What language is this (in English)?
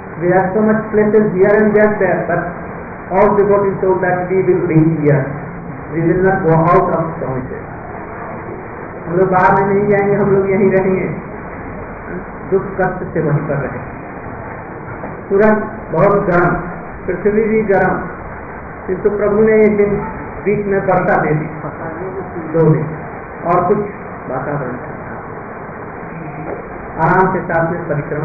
Hindi